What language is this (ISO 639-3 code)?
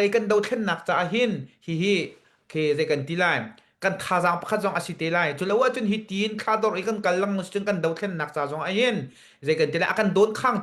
cnh